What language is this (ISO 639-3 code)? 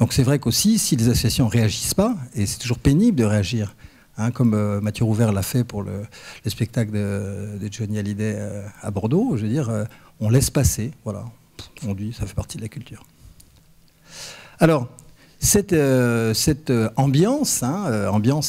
fra